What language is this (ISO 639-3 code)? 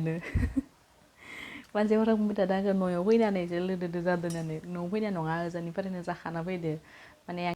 brx